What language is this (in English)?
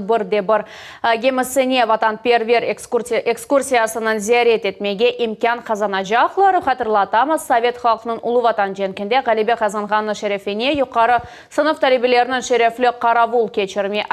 Crimean Tatar